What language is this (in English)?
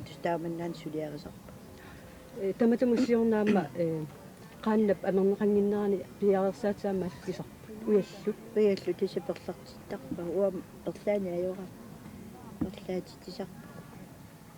Kalaallisut